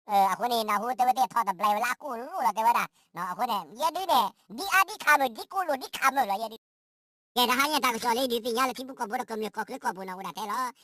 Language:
S'gaw Karen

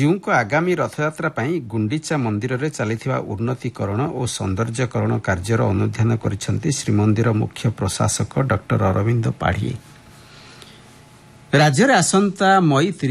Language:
Odia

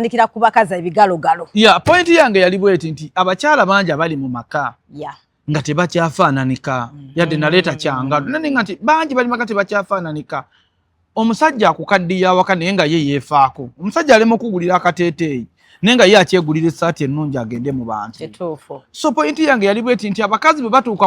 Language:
Ganda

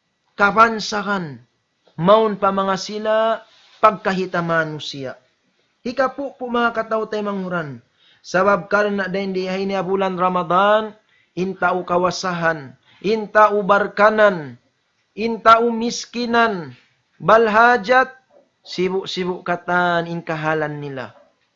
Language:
Tausug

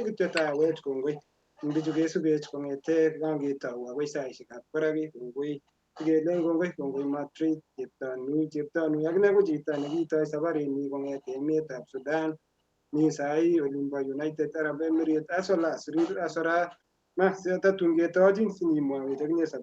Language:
Kalenjin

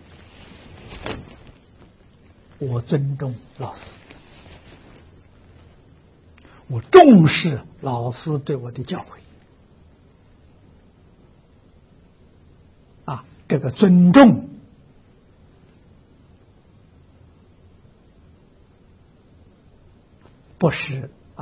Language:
Chinese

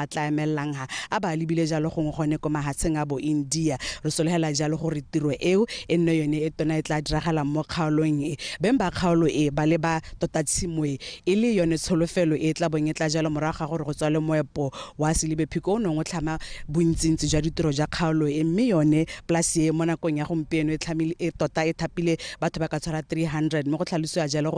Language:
Tswana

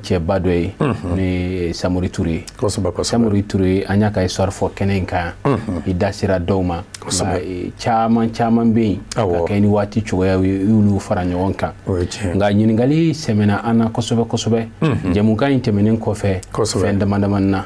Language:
Bambara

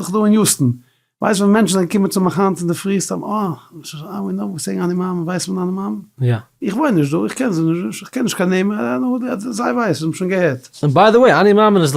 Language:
Yiddish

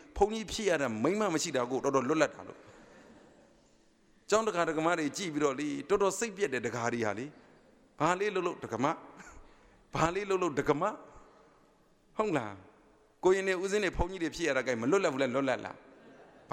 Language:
Burmese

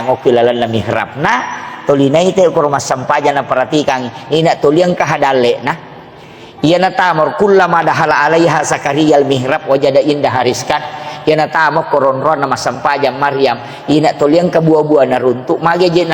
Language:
Buginese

